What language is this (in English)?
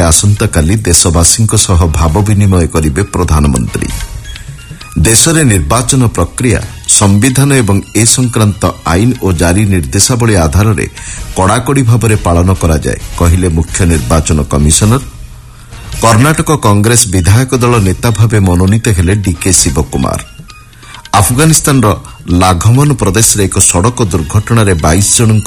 Odia